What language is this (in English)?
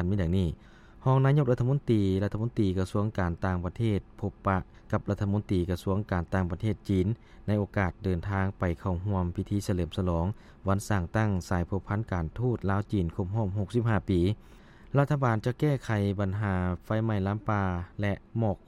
Lao